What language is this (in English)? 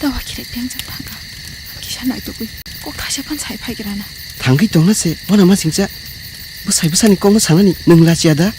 Kok Borok